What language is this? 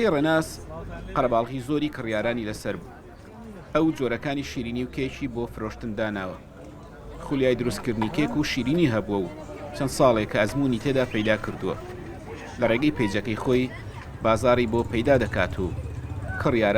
Central Kurdish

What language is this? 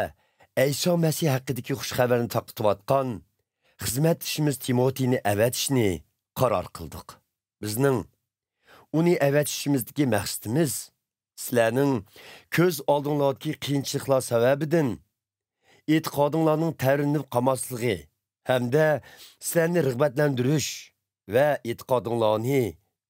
Uyghur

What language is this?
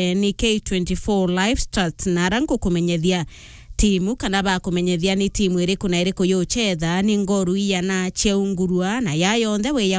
Meru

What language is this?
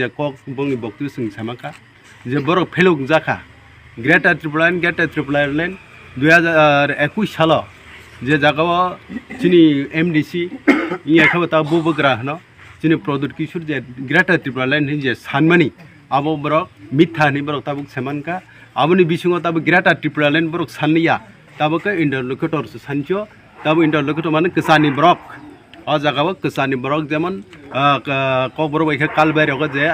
Kok Borok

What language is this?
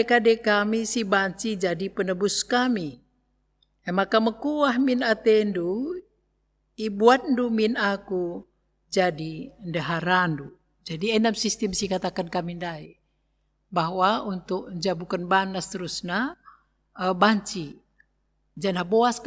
Batak Karo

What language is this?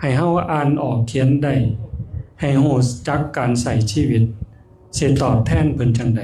Northeastern Thai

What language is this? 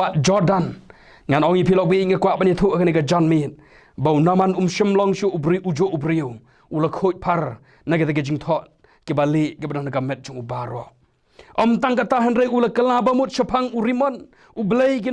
Khasi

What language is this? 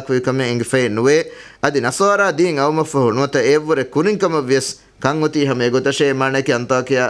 Divehi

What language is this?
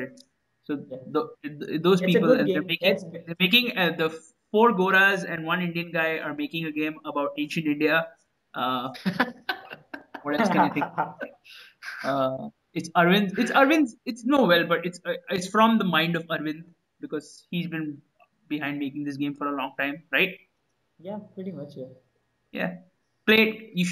English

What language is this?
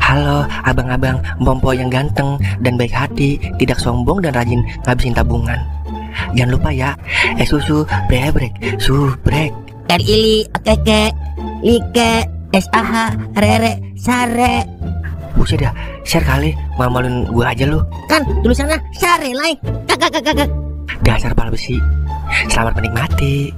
Betawi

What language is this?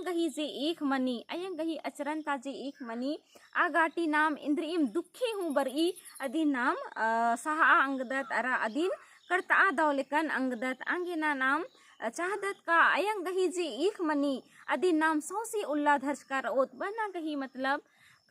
Kurukh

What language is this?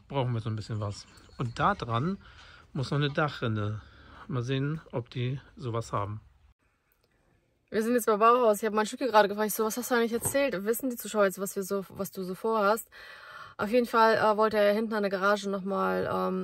German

